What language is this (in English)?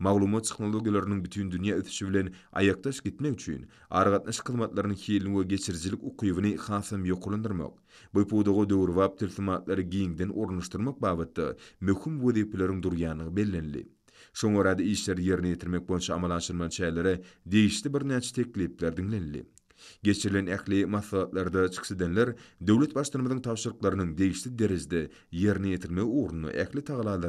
Turkmen